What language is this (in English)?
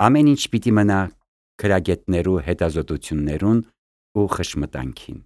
Armenian